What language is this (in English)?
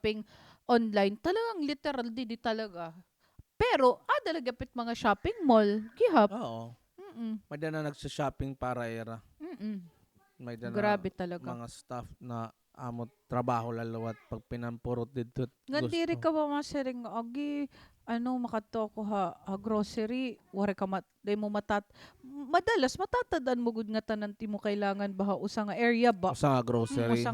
Waray